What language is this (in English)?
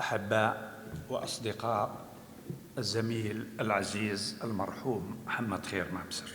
North Levantine Arabic